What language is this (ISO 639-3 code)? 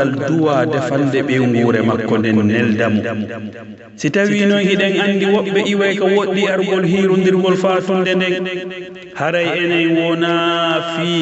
fuf